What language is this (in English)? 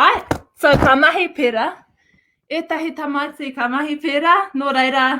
Māori